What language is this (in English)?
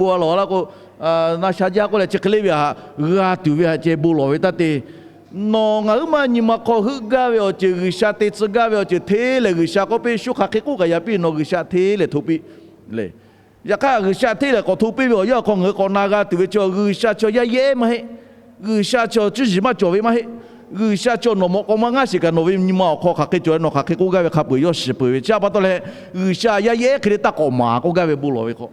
Lahu